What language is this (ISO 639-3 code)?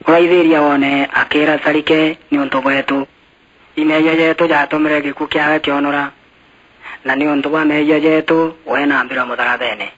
mer